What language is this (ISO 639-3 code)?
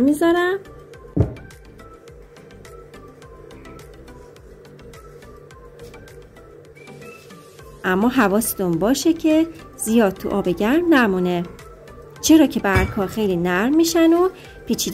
fas